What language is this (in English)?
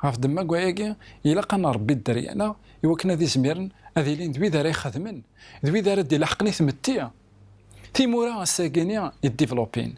Kabyle